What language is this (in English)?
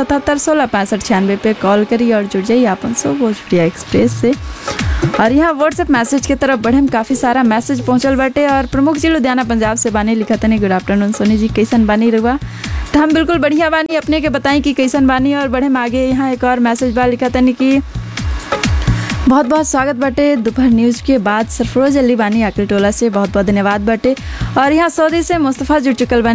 Bhojpuri